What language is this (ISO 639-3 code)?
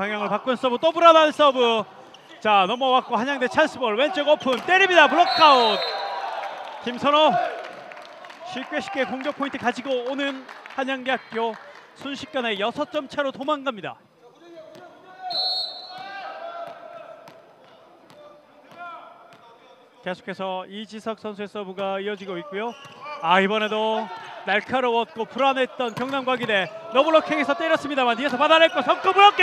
kor